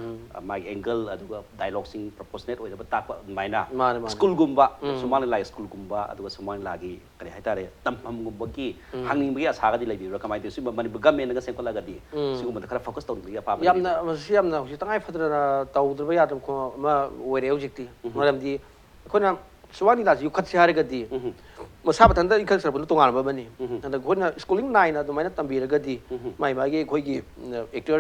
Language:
Manipuri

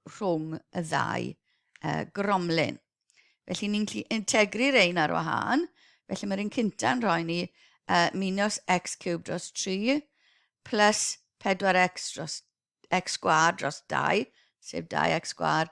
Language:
Welsh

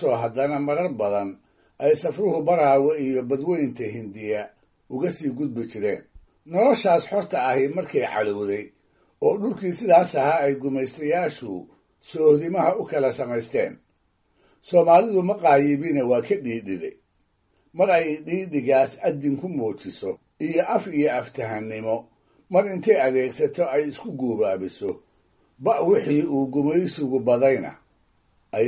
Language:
Somali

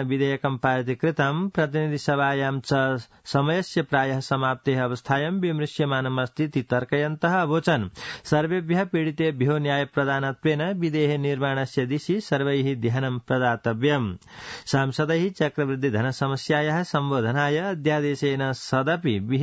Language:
Sanskrit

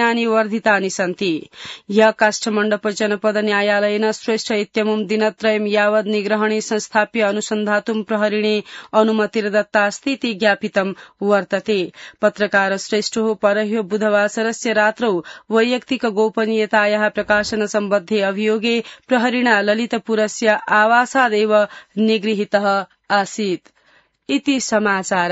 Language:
Sanskrit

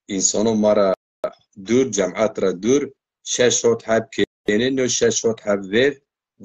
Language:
Zaza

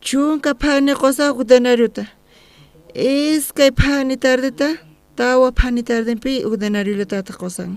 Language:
South Bolivian Quechua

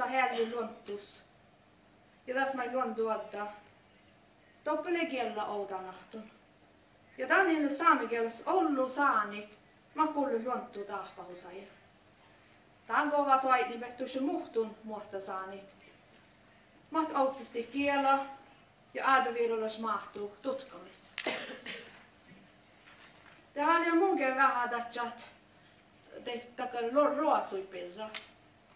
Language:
Northern Sami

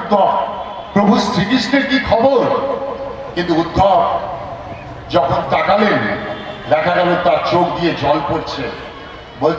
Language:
Bangla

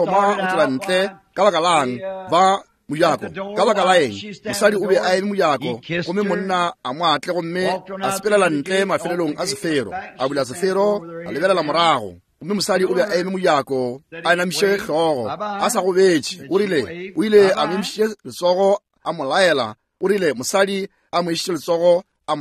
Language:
Northern Sotho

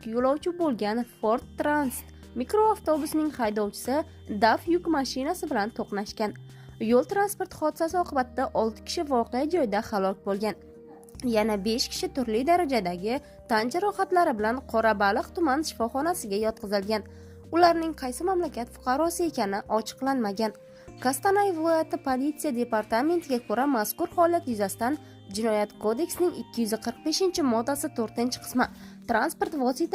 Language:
Uzbek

